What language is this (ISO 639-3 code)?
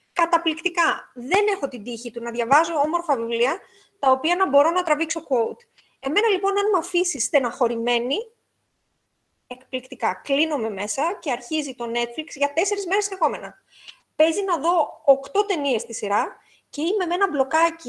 ell